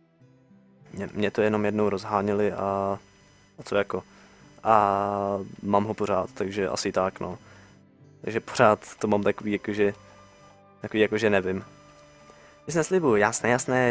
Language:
Czech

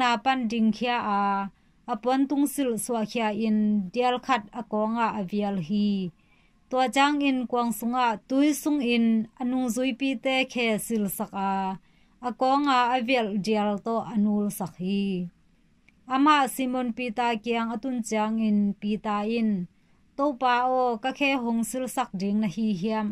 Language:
Tedim Chin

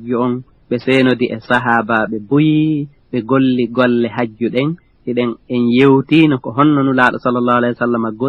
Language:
Fula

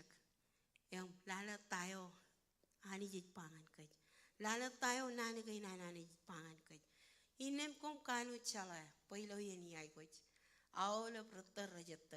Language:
Marshallese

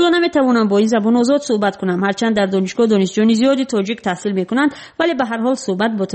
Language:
Tajik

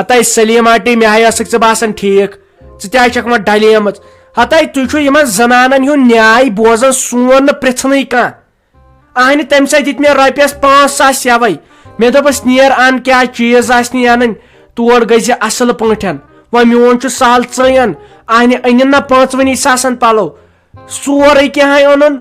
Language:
Kashmiri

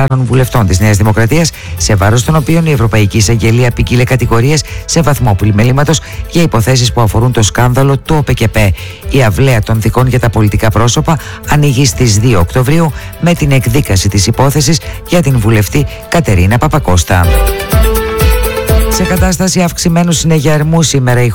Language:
Greek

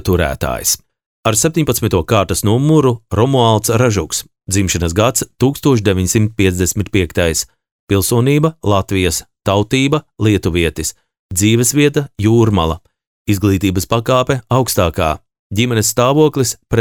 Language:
Latvian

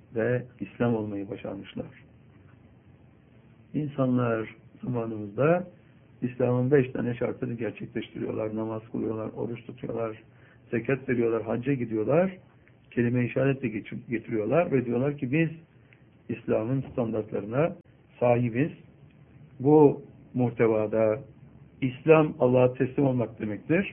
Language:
Turkish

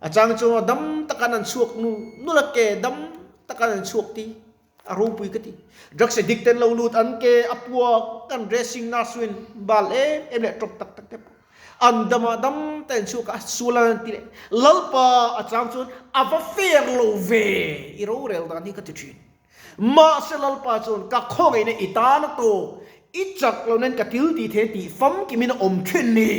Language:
Mizo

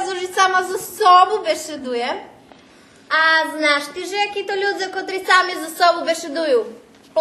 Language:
Rusyn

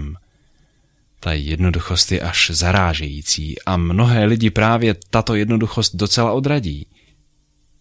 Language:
Czech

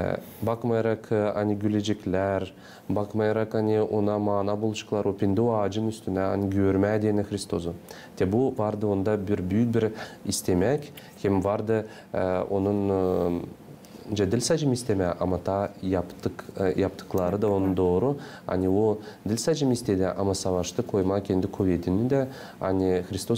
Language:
Gagauz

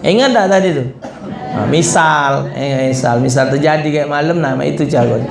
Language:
Musi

